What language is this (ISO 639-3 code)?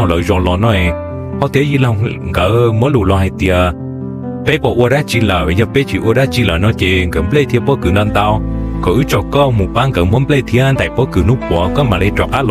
hmn